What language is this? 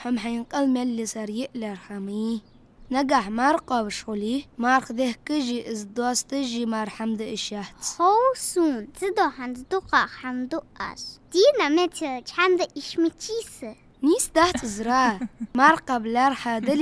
Ingush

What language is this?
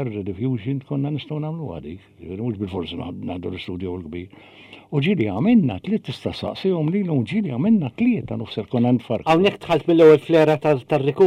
Maltese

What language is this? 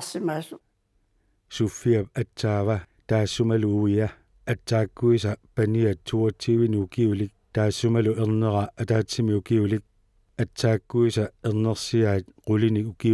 Kalaallisut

